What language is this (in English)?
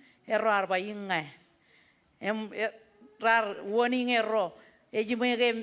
Marshallese